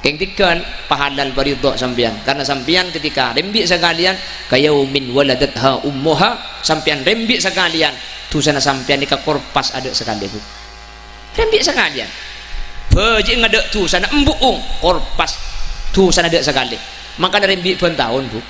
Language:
Madurese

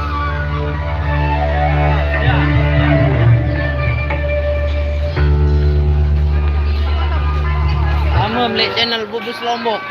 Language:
Sasak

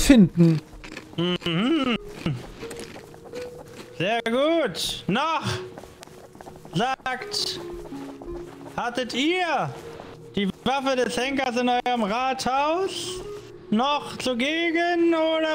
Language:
German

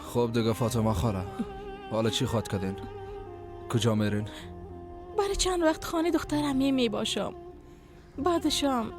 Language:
Persian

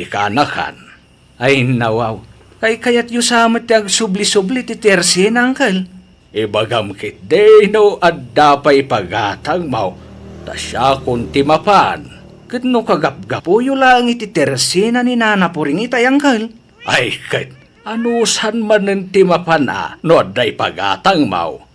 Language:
Iloko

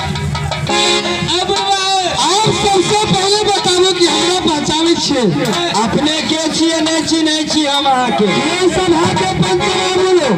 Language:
Maithili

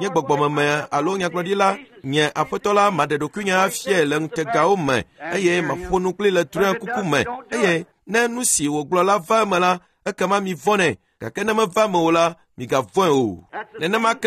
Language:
Ewe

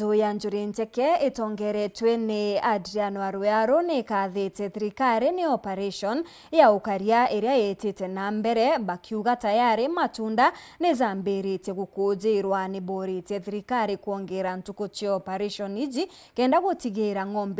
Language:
Meru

